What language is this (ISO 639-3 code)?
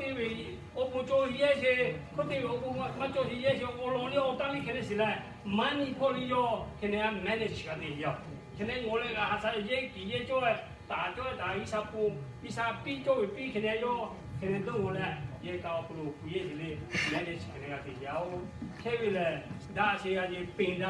lhu